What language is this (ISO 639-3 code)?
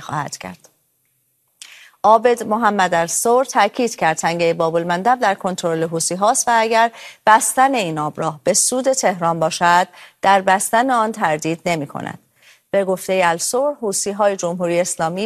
fas